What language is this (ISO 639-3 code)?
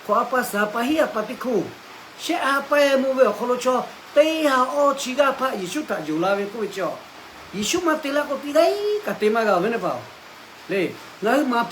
lhu